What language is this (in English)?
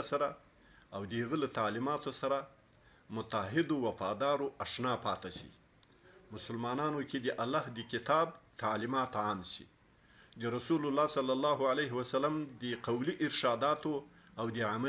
Pashto